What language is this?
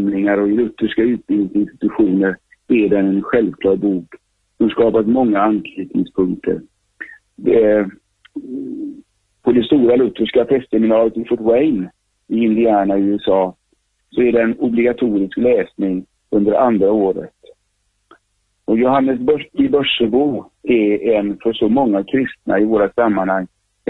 Swedish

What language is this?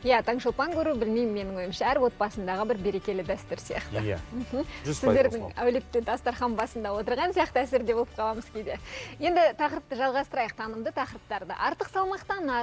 Kazakh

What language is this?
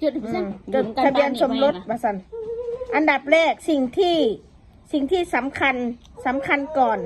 Northeastern Thai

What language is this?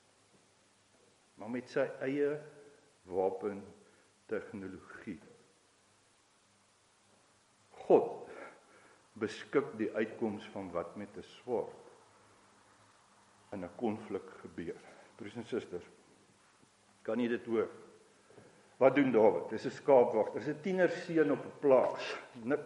Afrikaans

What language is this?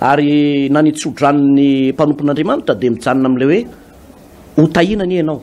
Malagasy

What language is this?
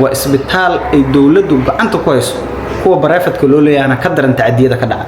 Somali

